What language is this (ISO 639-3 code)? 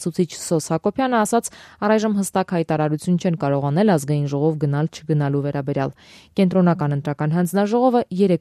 hye